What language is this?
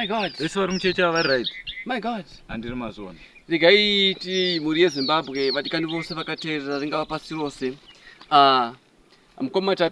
Shona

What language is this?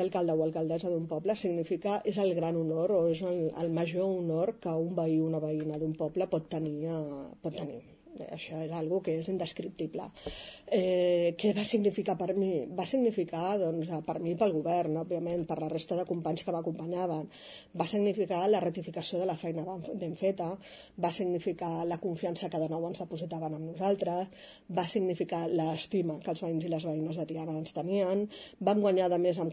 Catalan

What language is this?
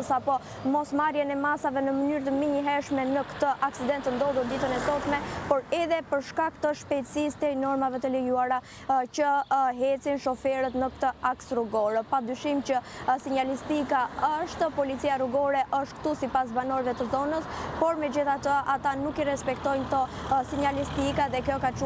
Albanian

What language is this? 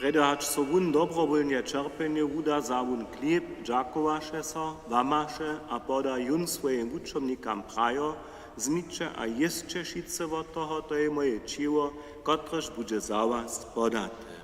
Upper Sorbian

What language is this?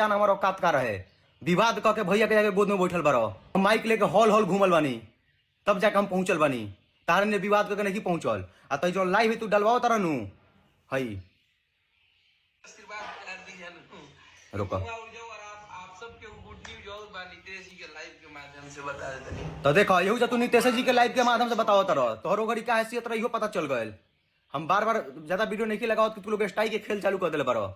Bhojpuri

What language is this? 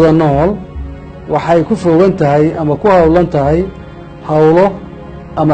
Somali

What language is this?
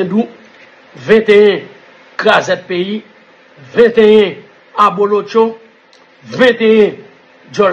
Haitian Creole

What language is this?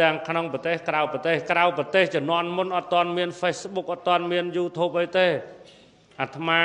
Khmer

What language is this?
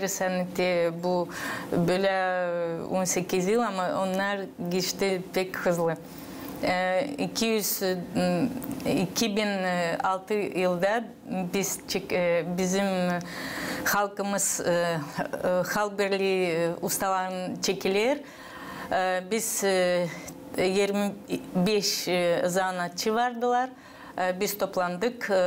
Gagauz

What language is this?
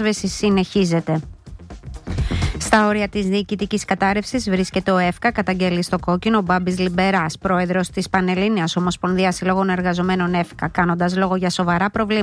Greek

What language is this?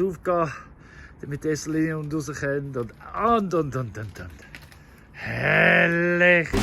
Swiss German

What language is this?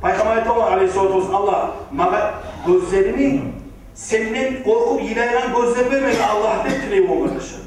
Kumyk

